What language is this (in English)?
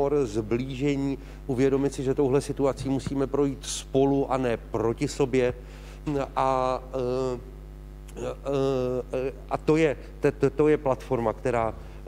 Czech